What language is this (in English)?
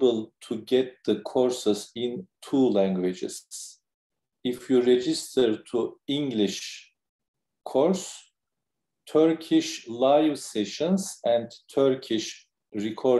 English